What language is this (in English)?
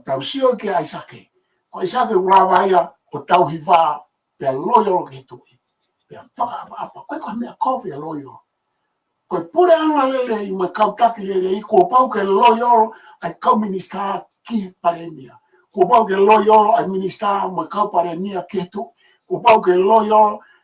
Tongan